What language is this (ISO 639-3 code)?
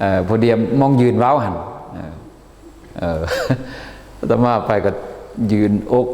lao